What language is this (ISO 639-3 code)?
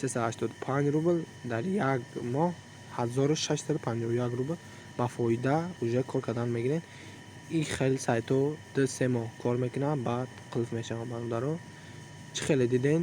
tgk